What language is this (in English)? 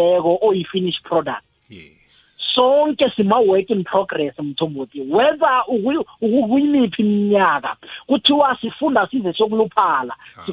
South Ndebele